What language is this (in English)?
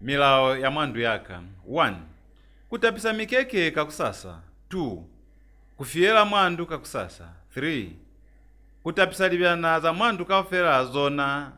Lozi